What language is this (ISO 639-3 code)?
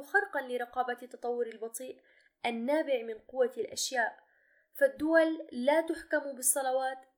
ara